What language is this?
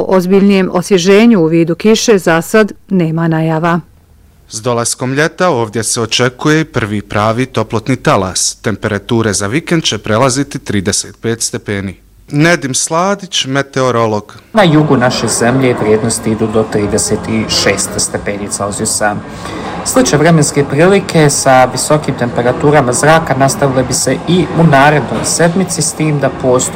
Bosnian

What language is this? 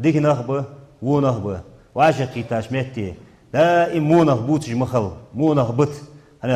Ingush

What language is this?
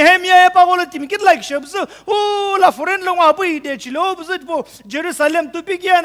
Sumi Naga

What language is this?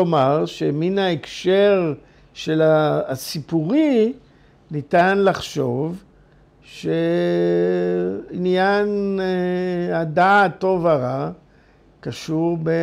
Hebrew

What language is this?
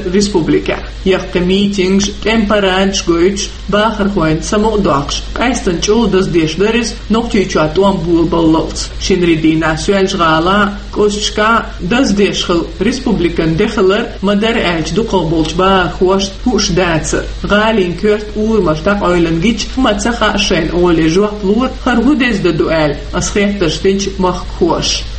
Chechen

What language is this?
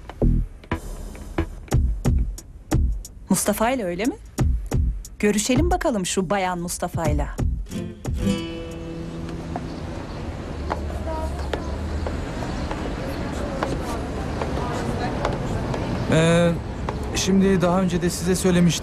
Turkish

